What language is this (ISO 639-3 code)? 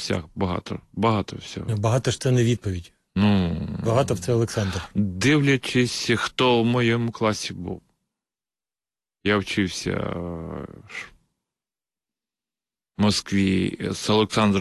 ukr